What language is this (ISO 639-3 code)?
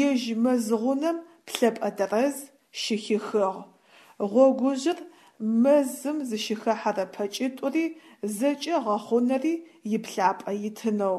ady